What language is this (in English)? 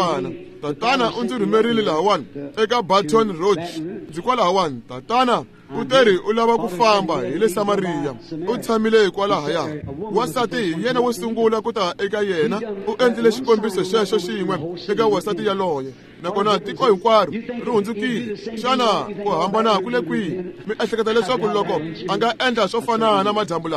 Tsonga